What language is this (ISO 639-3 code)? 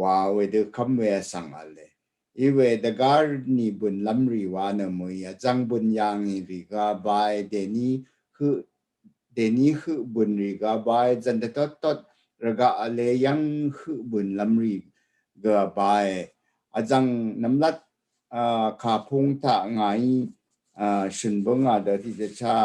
raw